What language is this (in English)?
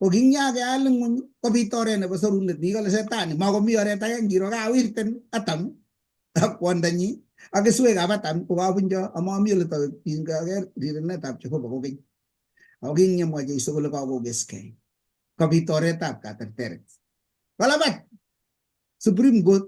Kalenjin